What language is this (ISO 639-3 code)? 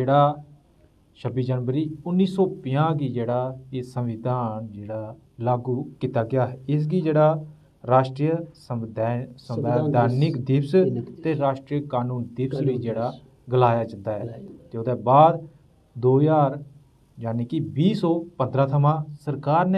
doi